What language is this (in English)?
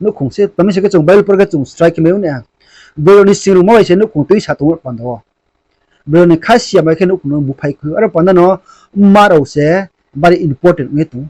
Riang (India)